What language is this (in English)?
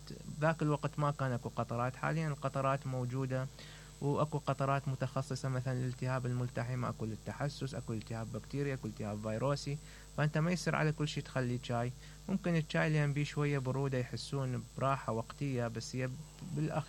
Mesopotamian Arabic